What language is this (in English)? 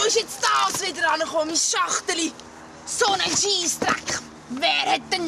Swiss German